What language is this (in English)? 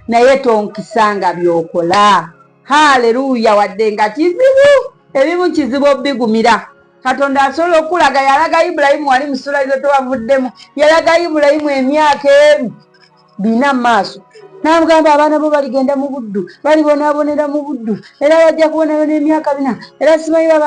Ganda